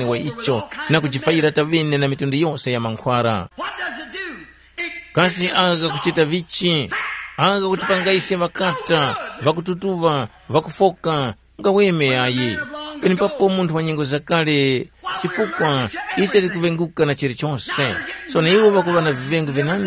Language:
Tumbuka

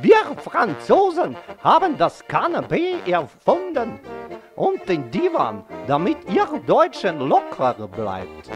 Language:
Bavarian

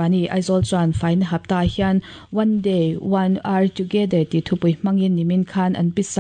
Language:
Mizo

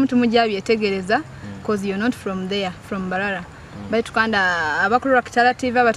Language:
Nyoro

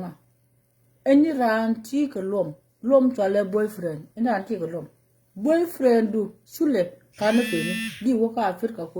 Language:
Nuer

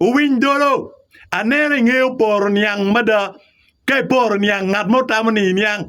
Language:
Acoli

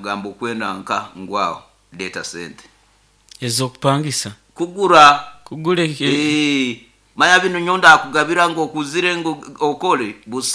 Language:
Nyoro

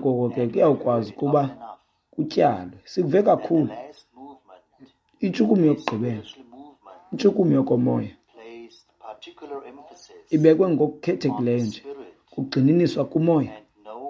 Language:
Xhosa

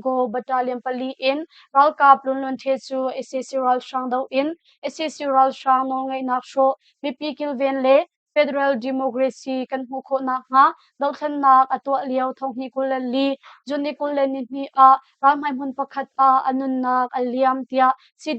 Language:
Hakha Chin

